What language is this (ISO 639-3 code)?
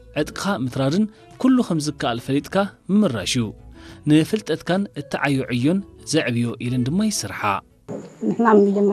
tir